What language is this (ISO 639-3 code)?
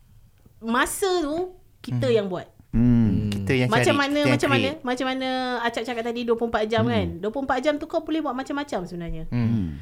msa